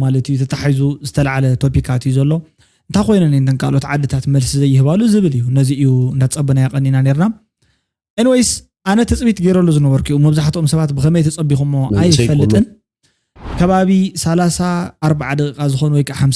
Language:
Tigrinya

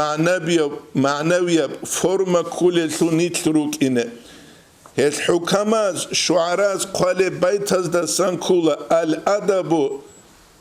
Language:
Avaric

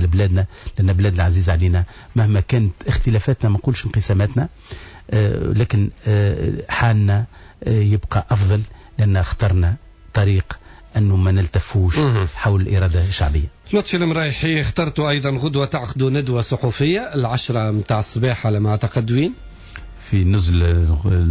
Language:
Tunisian Arabic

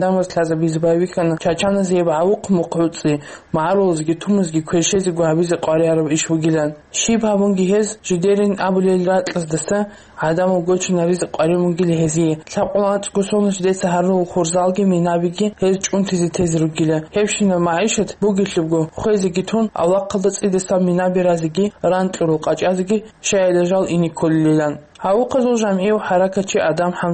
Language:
Avaric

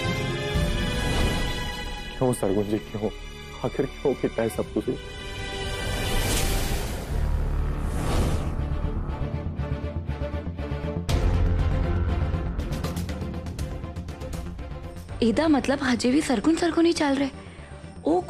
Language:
Punjabi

